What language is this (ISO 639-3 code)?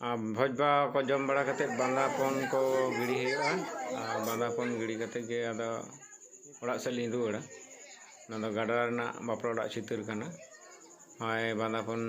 sat